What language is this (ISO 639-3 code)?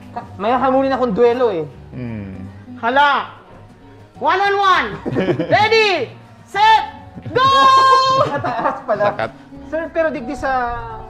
bik